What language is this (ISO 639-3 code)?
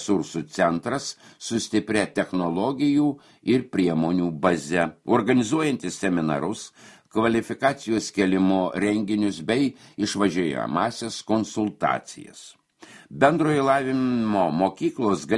lit